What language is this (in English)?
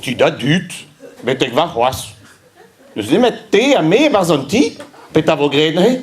Breton